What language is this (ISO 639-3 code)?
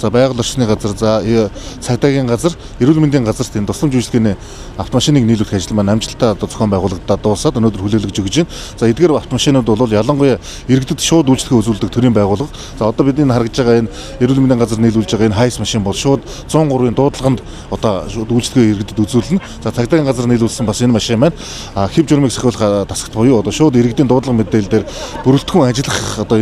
mon